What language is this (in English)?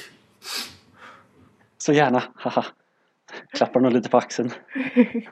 Swedish